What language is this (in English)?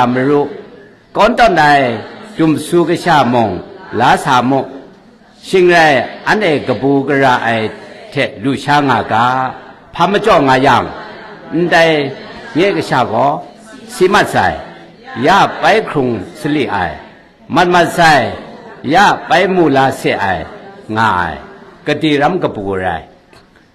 Kachin